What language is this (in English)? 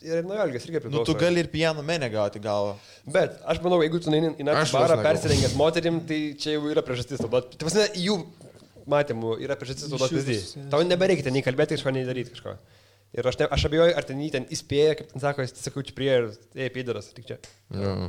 Lithuanian